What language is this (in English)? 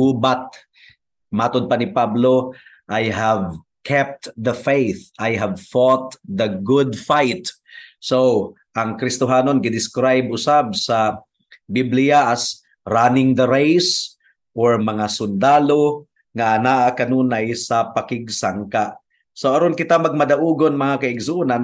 Cebuano